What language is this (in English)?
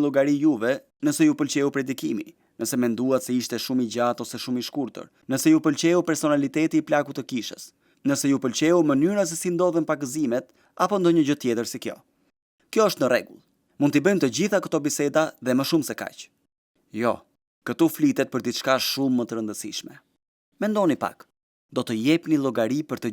Albanian